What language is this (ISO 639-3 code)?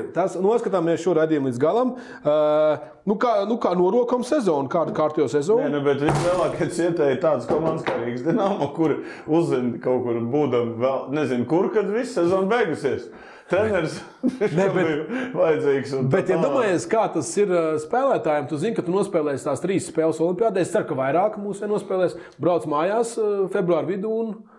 lav